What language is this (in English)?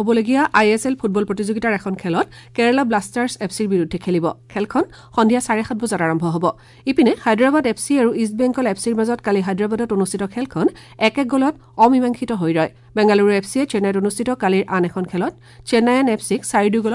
Assamese